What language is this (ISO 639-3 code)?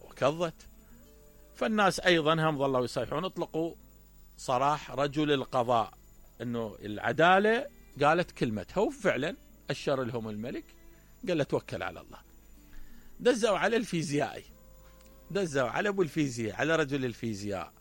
acm